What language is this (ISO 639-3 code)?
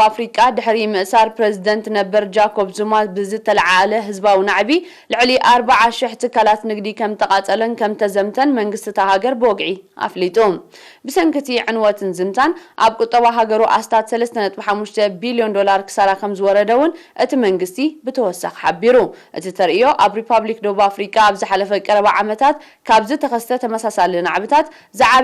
tir